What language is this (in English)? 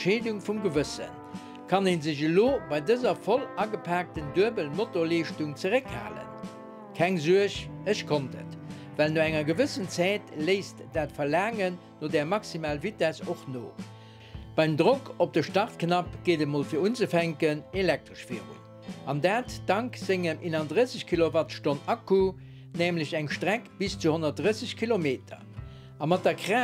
Luxembourgish